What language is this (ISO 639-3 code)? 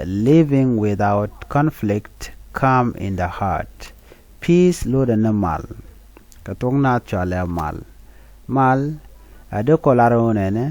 nus